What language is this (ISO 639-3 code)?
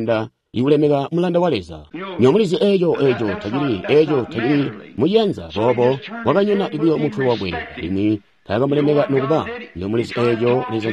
toi